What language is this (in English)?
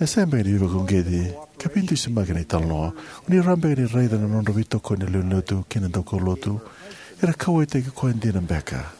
Fijian